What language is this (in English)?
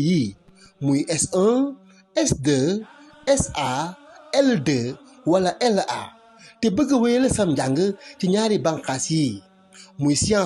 Wolof